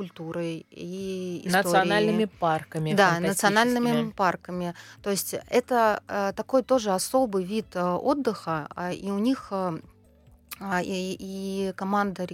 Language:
Russian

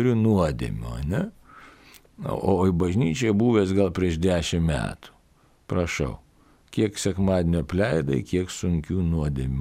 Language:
Lithuanian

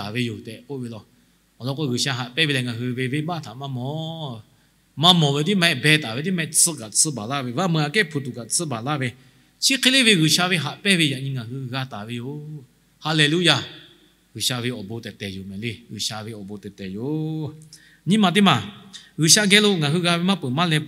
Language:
Lahu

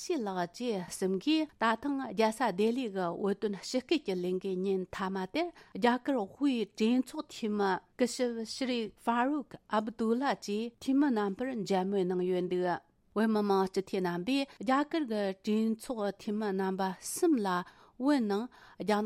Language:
Tibetan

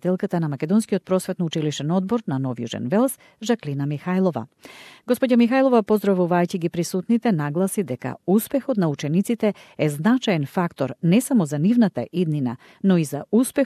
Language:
Macedonian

